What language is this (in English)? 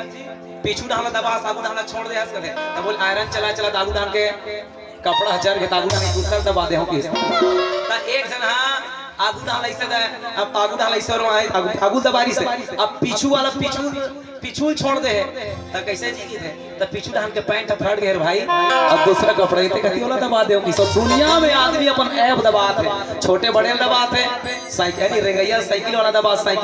Chhattisgarhi